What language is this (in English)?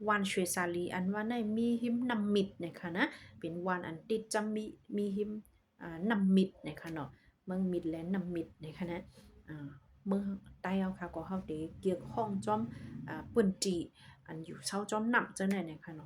Shan